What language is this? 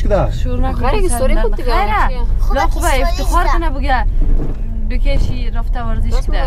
Persian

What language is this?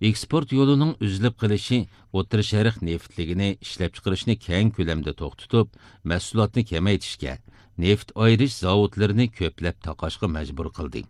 Uyghur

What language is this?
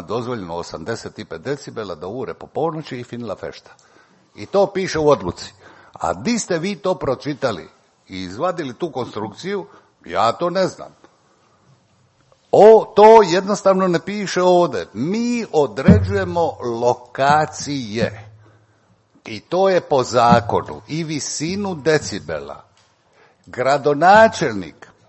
Croatian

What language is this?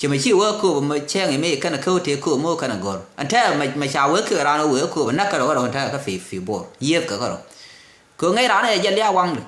Nuer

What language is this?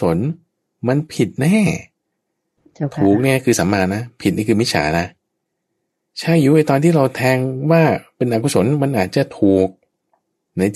Thai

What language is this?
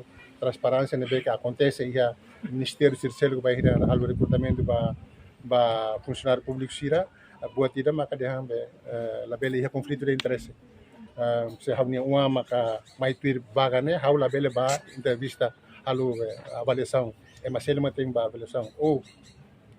Tetum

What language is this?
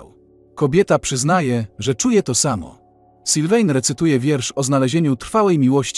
Polish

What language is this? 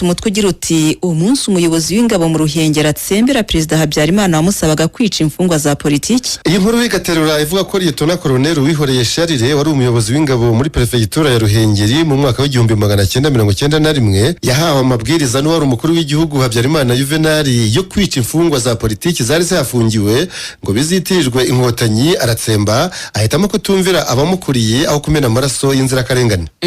Kinyarwanda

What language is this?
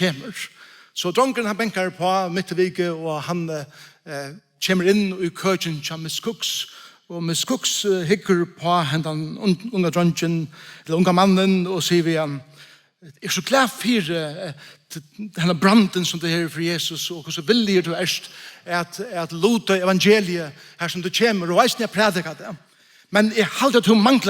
Faroese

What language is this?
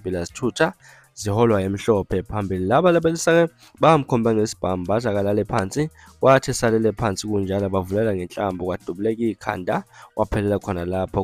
Zulu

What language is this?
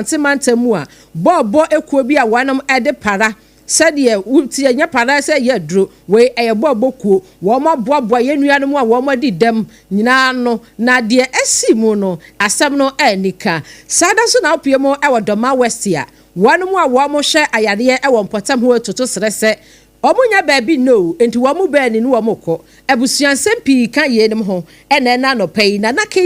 Akan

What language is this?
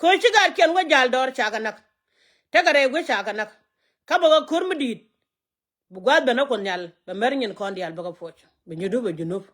Nuer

